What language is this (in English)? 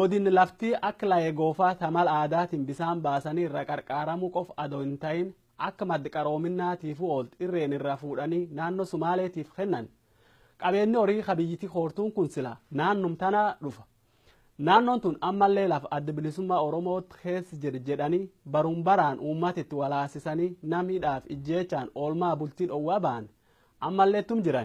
Oromo